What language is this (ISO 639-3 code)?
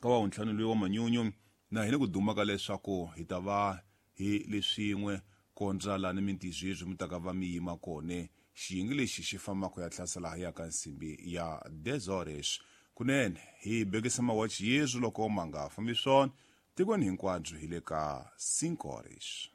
tso